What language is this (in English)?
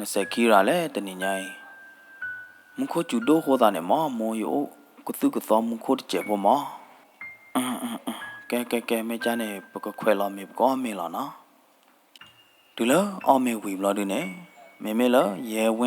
S'gaw Karen